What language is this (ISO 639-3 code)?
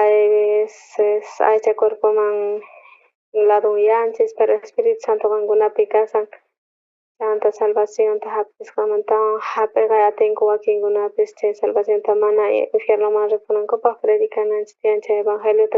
quh